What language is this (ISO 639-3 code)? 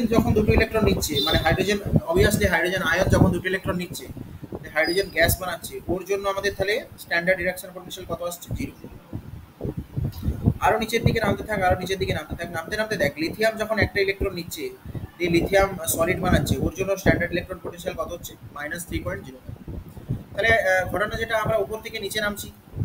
ben